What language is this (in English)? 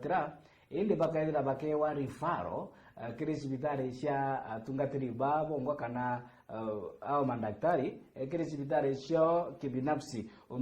Meru